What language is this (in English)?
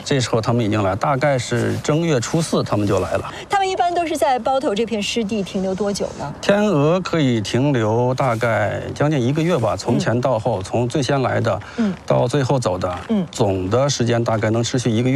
Chinese